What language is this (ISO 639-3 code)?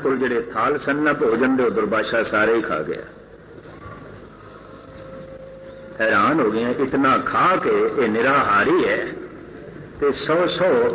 pan